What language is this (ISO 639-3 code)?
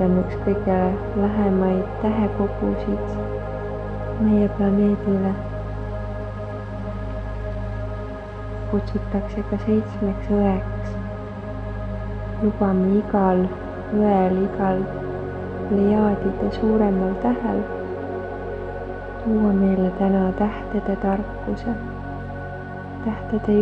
est